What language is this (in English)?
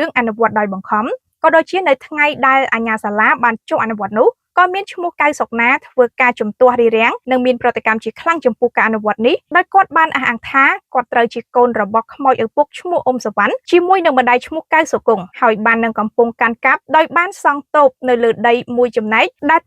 Khmer